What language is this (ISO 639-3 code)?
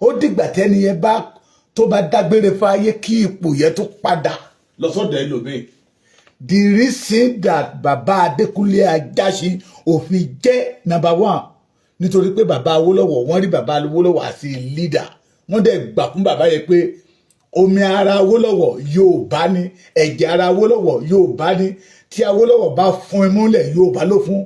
yor